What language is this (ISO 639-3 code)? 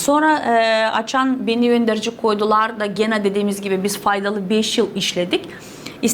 gag